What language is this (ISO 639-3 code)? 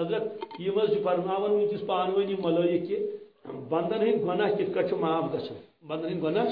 kas